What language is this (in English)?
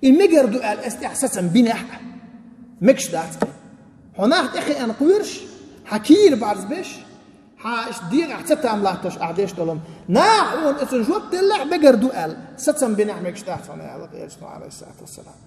Chechen